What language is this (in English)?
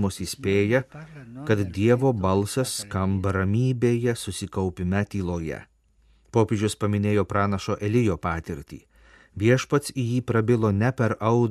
Lithuanian